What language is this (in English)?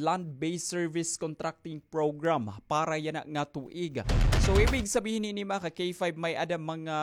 Waray